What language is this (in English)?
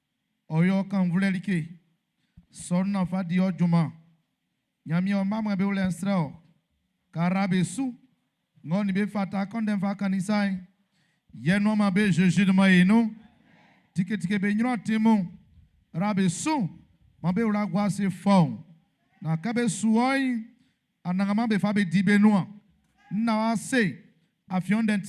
Baoulé